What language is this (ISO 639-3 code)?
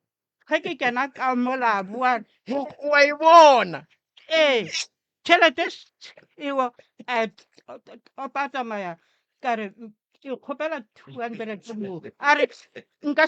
nso